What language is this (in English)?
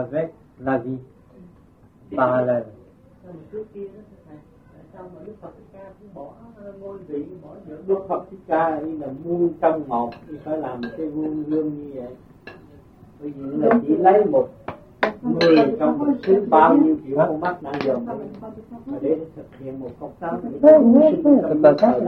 Vietnamese